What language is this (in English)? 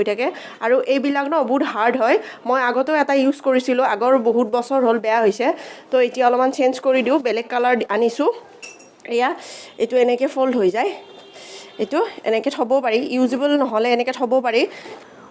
Assamese